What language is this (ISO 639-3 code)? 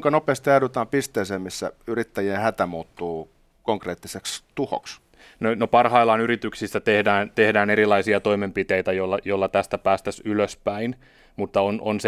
fin